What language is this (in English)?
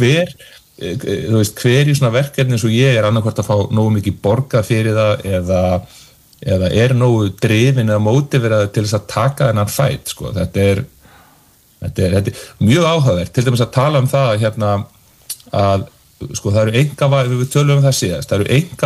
Icelandic